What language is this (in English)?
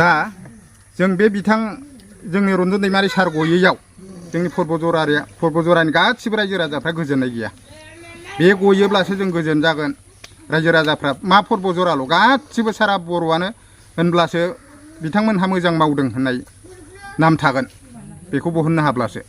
Bodo